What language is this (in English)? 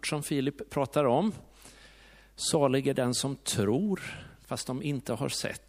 Swedish